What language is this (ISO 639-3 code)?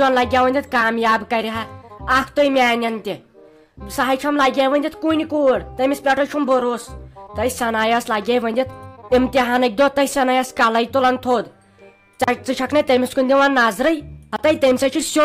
kas